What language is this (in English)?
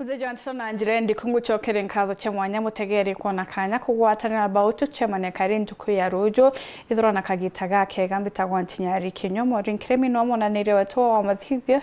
Meru